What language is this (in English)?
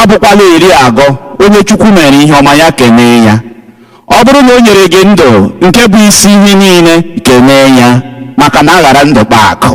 Igbo